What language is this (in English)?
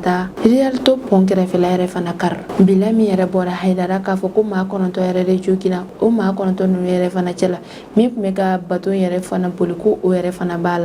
Bambara